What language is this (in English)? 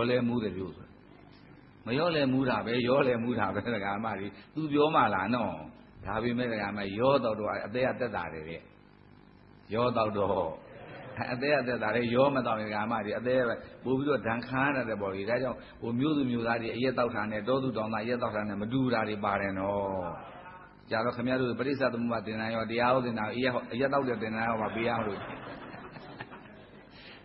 Burmese